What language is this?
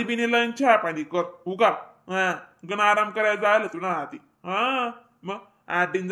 Khandesi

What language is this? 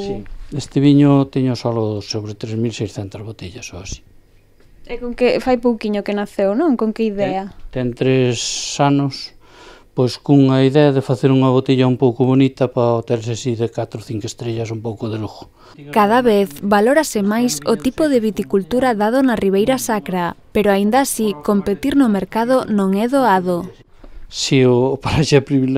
Galician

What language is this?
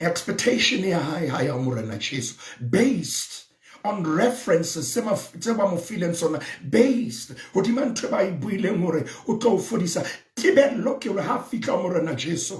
Southern Sotho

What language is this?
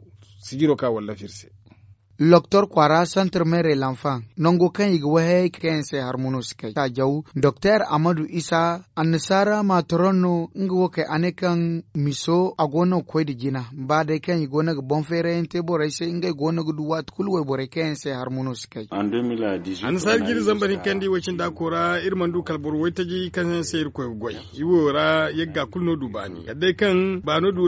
Zarma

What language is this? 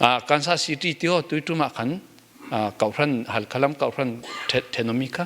Falam Chin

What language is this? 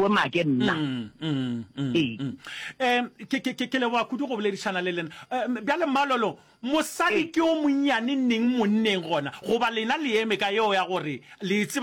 Northern Sotho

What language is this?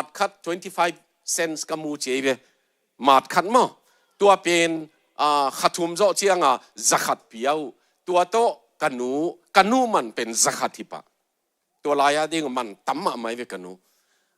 Tedim Chin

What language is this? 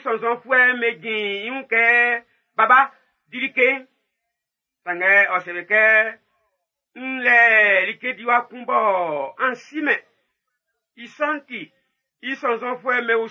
Baoulé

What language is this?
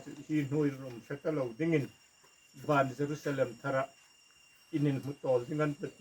Hmar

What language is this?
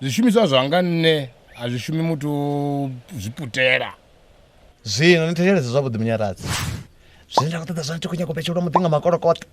Venda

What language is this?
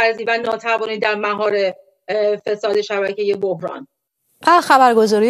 Persian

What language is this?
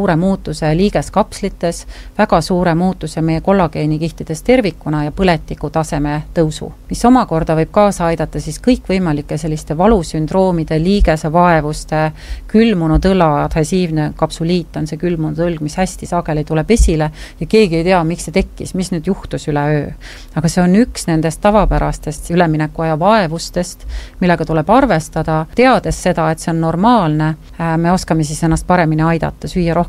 Estonian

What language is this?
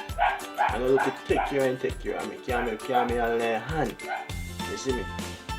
Jamaican Creole English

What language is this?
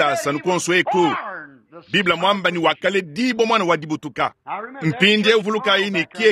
Luba-Lulua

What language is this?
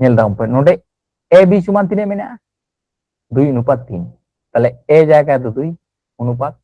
Santali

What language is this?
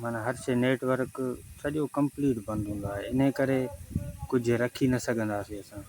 Sindhi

